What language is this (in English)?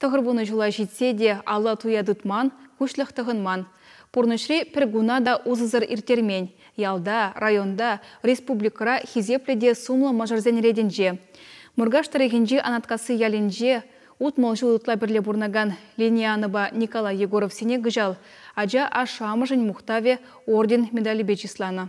Chuvash